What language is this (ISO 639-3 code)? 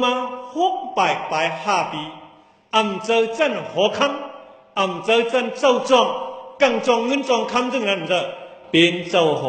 shn